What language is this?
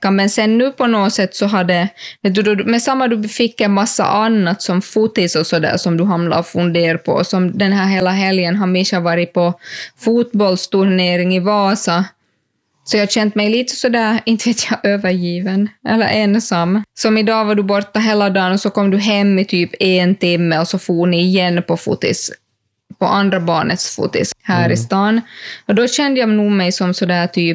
Swedish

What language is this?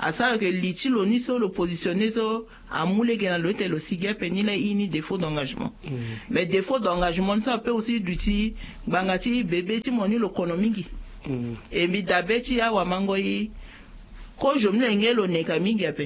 Sango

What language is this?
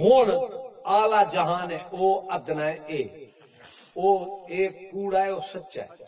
Saraiki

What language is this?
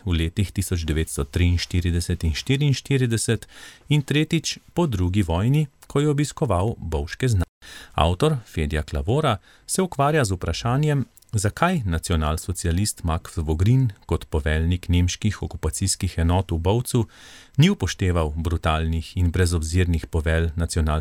Slovenian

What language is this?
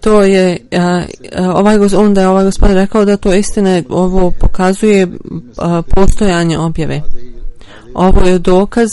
Bosnian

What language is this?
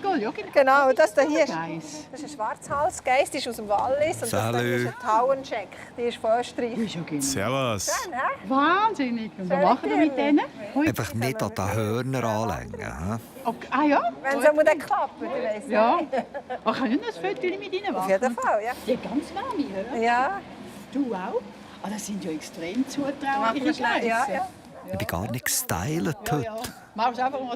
Swiss German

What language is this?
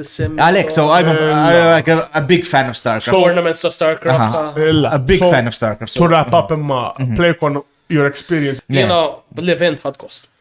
Maltese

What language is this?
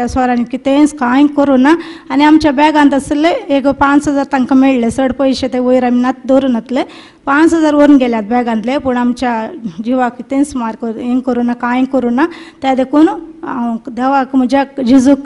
Konkani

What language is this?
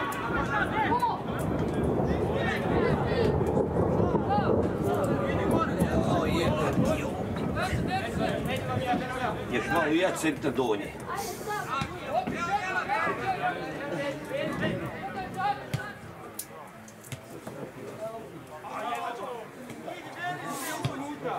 Serbian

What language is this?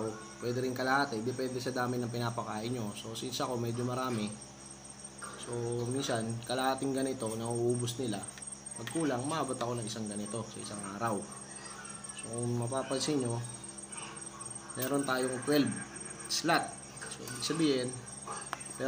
Filipino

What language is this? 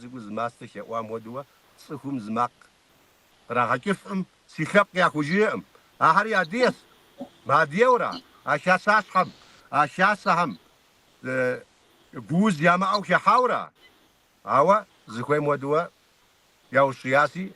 Kabardian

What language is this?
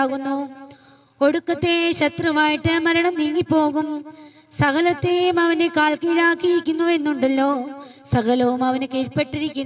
Malayalam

